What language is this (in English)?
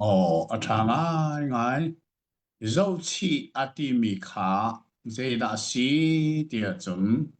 Hakha Chin